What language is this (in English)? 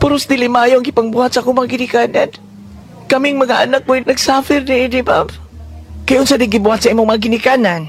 Cebuano